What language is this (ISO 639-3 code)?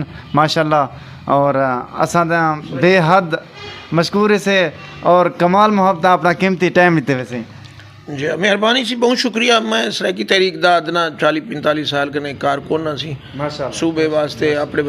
skr